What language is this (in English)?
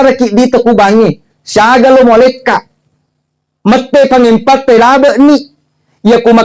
Buginese